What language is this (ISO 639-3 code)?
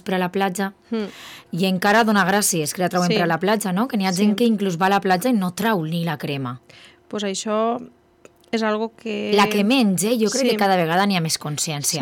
cat